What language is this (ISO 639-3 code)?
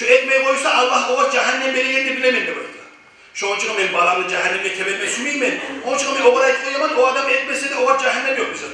kum